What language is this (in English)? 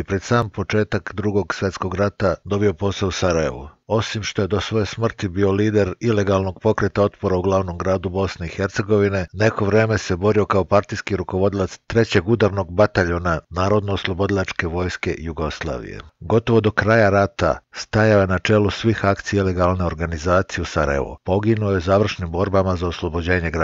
Bosnian